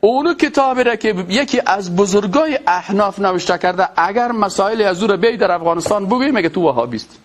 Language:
Persian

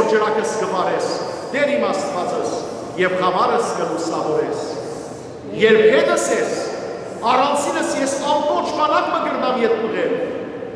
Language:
Western Armenian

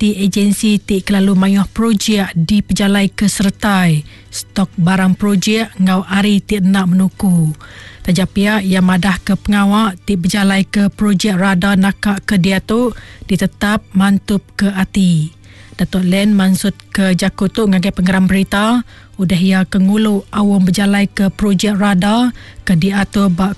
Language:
Iban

